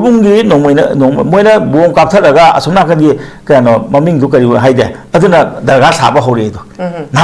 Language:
Manipuri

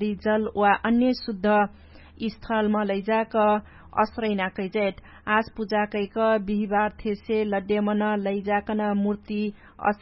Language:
Dangaura Tharu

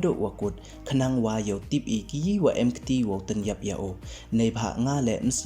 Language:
Pnar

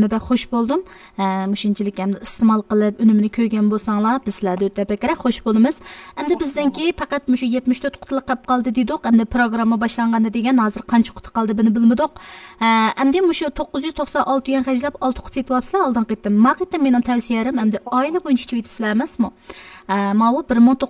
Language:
Uyghur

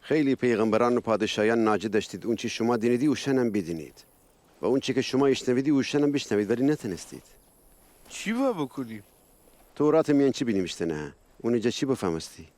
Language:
Gilaki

